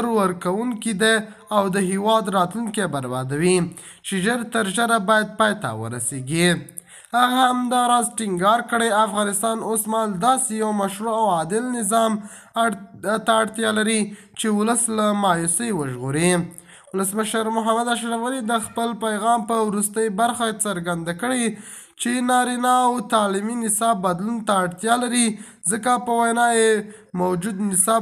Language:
Pashto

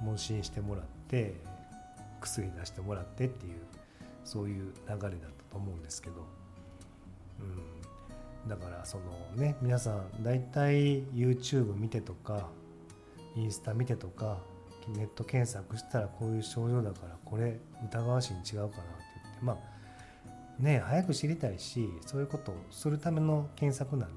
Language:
Japanese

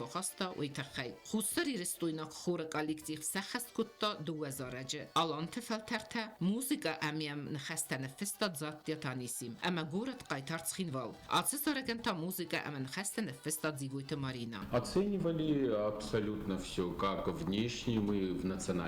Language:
Ossetic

